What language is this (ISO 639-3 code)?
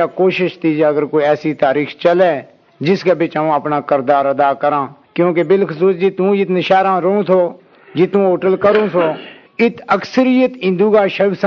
gju